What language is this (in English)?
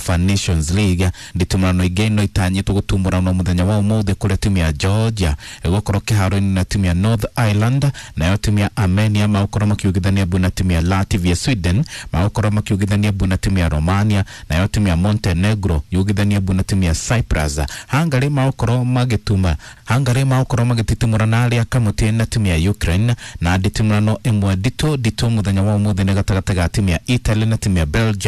Kikuyu